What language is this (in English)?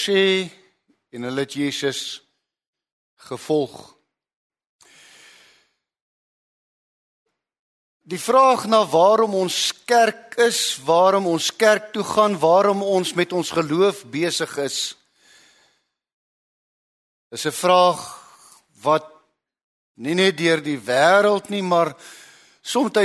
Afrikaans